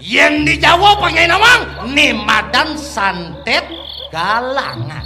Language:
Balinese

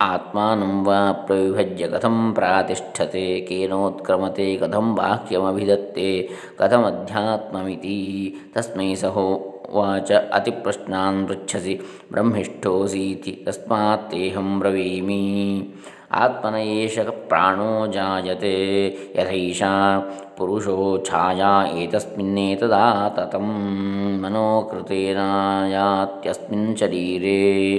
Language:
Sanskrit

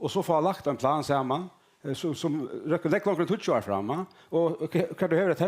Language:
Faroese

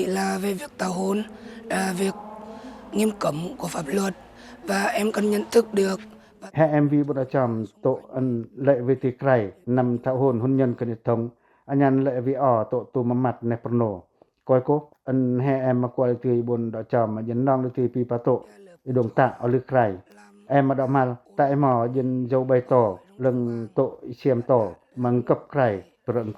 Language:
Pacoh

